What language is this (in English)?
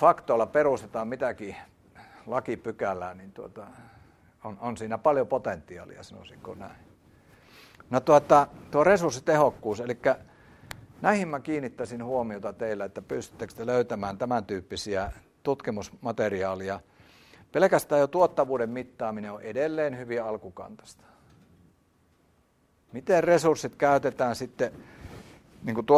Finnish